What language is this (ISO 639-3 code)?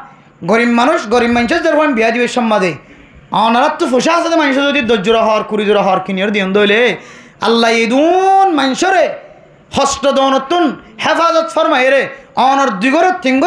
rhg